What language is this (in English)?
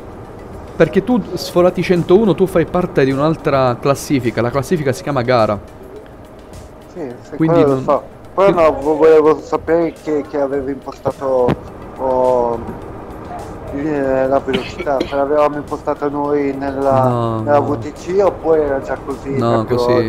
Italian